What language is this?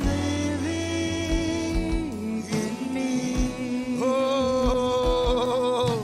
Marshallese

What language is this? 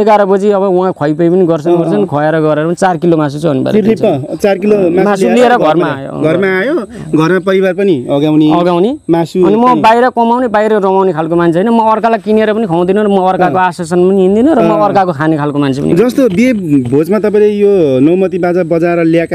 Nepali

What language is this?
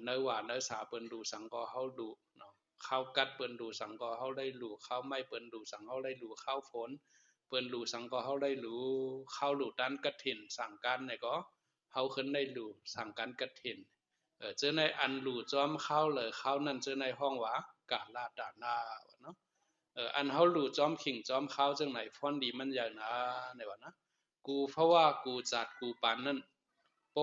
Shan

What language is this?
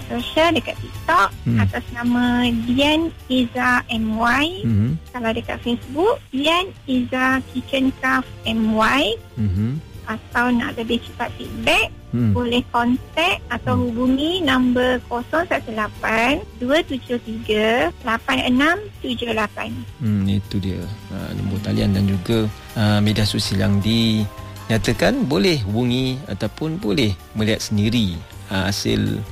Malay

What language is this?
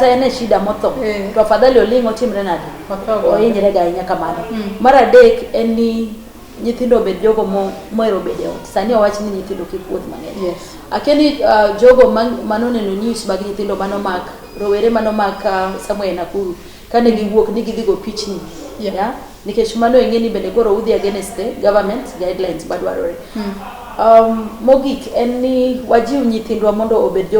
Luo (Kenya and Tanzania)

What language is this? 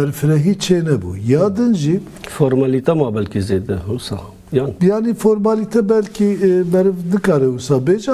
Kurdish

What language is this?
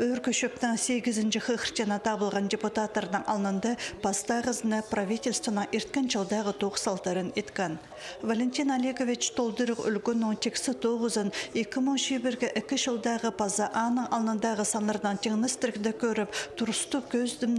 Khakas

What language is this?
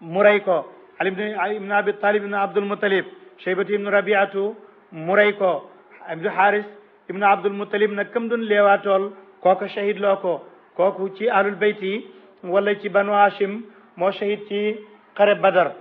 Wolof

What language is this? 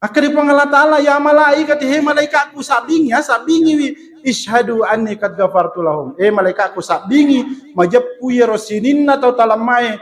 Buginese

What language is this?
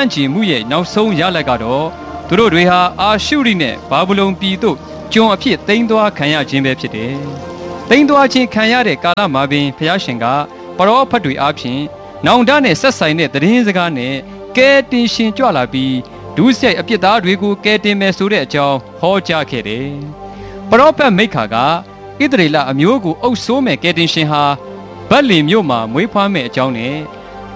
Burmese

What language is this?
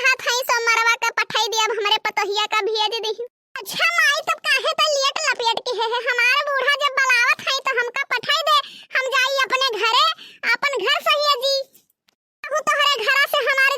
Awadhi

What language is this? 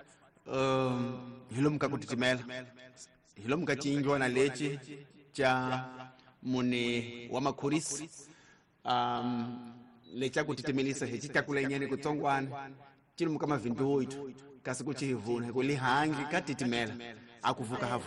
Tsonga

